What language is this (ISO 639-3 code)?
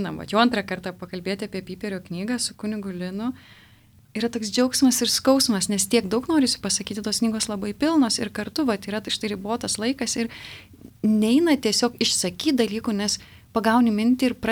lit